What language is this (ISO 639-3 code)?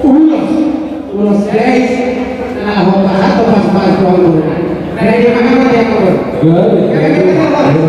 bbc